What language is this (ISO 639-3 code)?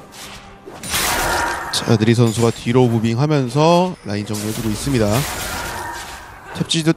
kor